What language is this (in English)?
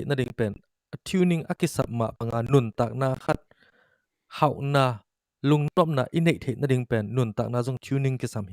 Tedim Chin